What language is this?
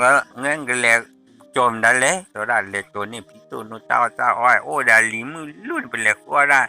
S'gaw Karen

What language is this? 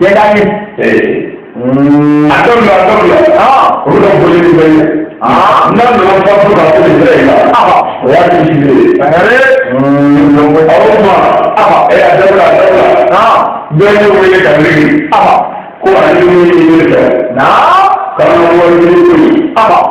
Bambara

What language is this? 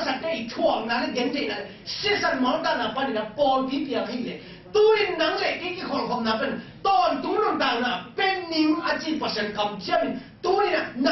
Tedim Chin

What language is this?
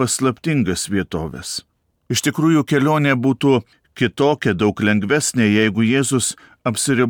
Lithuanian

